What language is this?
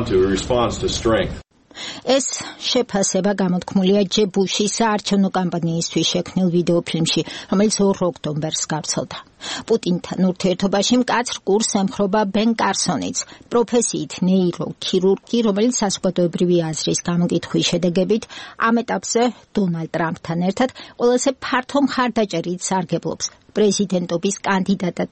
Georgian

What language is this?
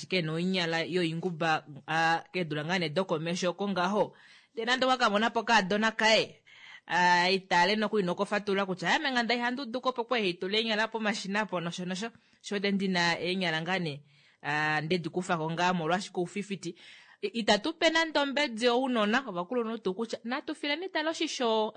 Kuanyama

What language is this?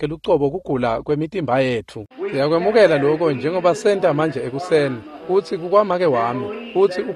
Swati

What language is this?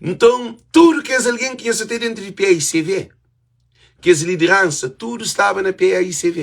Kabuverdianu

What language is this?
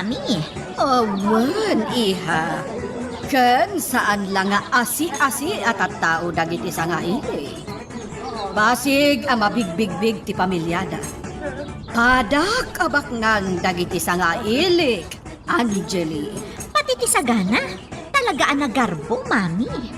Iloko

